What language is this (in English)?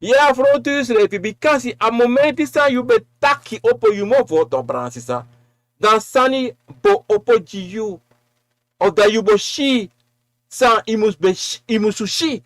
Sranan Tongo